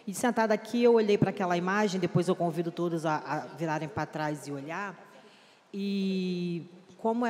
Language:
Portuguese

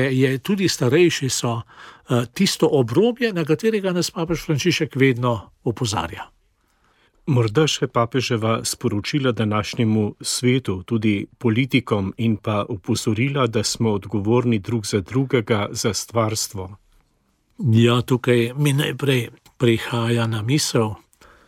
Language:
Slovenian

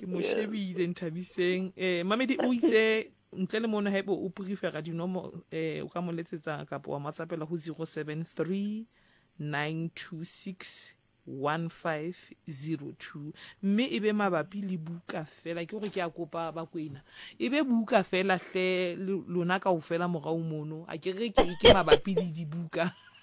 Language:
Southern Sotho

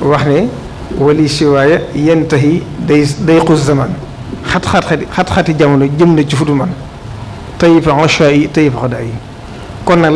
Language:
Wolof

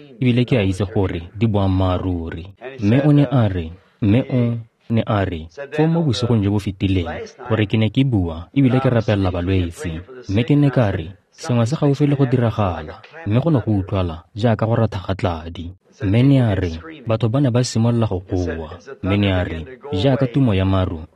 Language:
Tswana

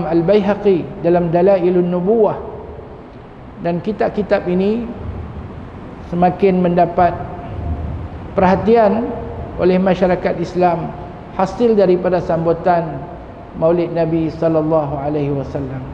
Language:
Malay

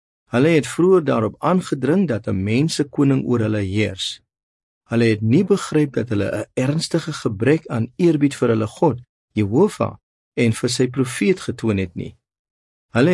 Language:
Afrikaans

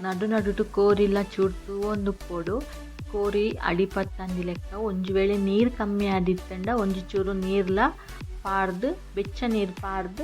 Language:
Tulu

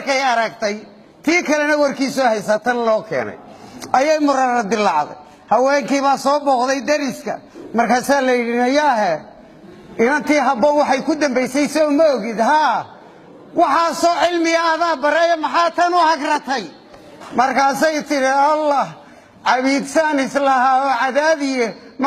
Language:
Somali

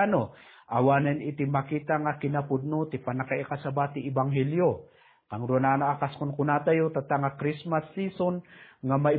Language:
Iloko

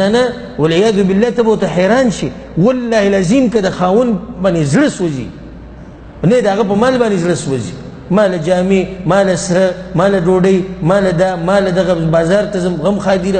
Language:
Pashto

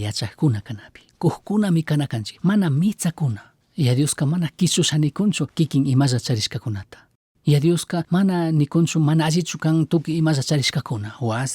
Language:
Chimborazo Highland Quichua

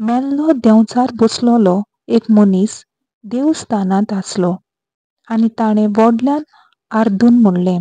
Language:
Konkani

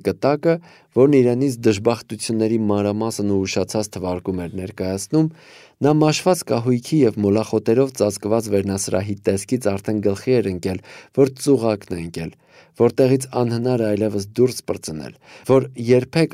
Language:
Armenian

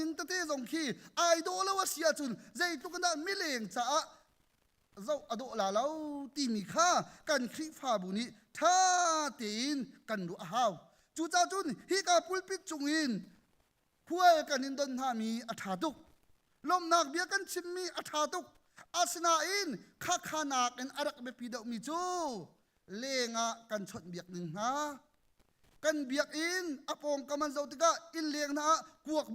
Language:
Hakha Chin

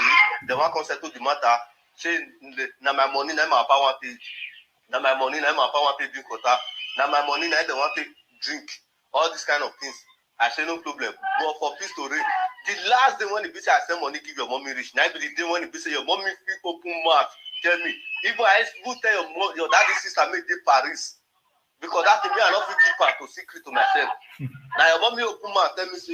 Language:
Nigerian Pidgin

